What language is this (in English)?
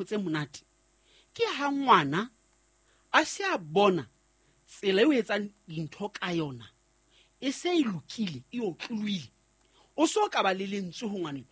Southern Sotho